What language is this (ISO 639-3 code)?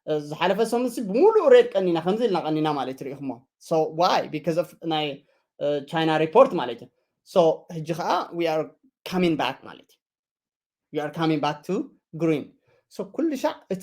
tir